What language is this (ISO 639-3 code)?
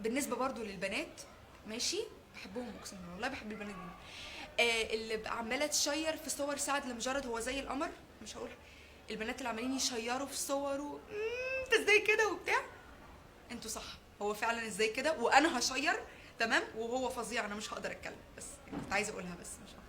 arz